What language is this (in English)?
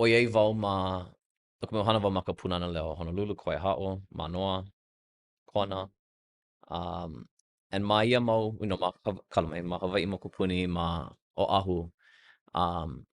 Hawaiian